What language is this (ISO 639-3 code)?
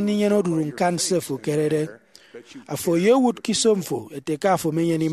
efi